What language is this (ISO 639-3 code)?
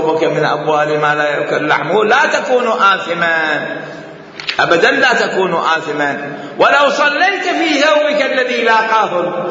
acm